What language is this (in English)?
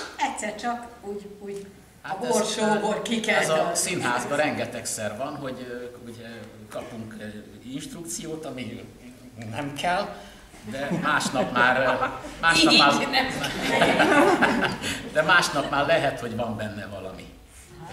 Hungarian